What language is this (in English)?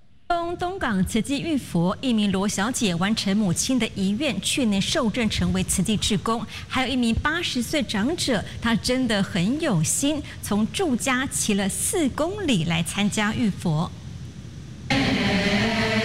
Chinese